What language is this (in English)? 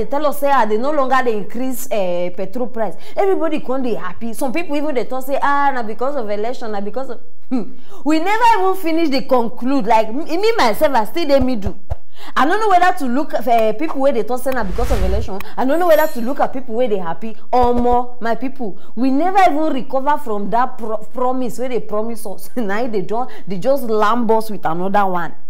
Nigerian Pidgin